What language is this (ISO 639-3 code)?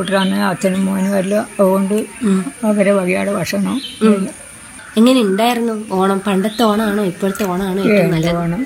mal